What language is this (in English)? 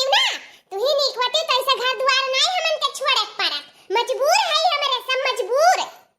Awadhi